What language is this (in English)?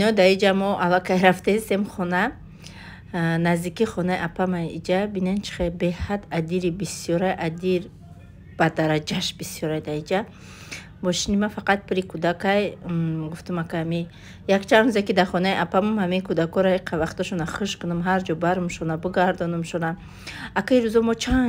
Tajik